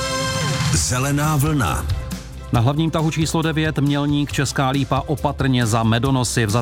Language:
Czech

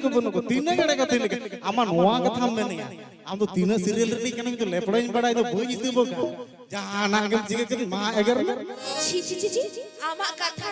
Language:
Santali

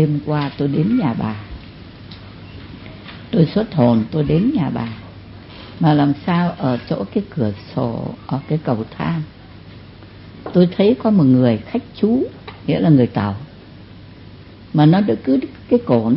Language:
Vietnamese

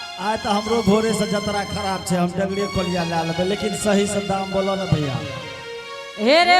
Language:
Angika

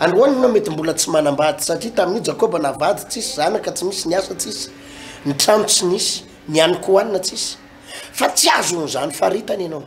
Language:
Malagasy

